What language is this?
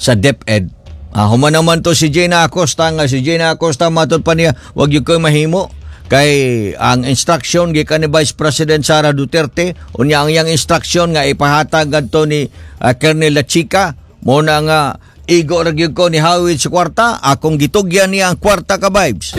Cebuano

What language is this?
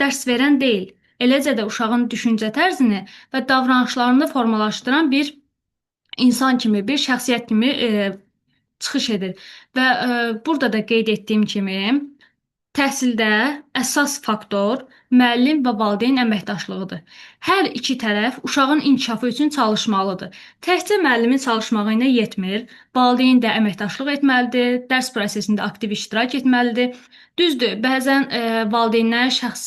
Azerbaijani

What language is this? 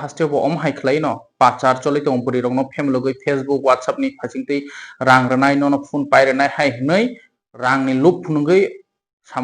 Kok Borok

